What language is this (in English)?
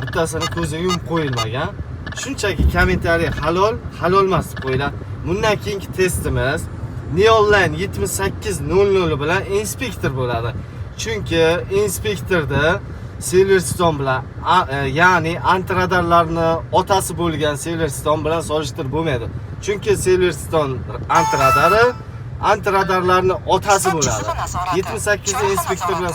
Uzbek